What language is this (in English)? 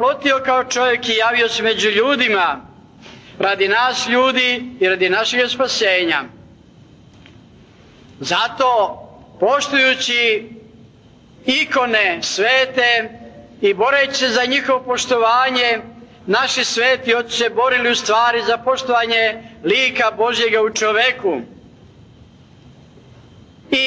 Croatian